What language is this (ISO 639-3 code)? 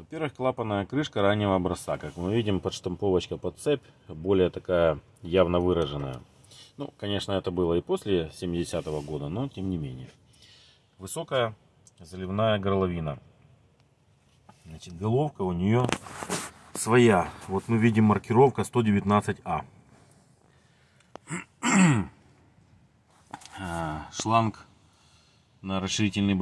rus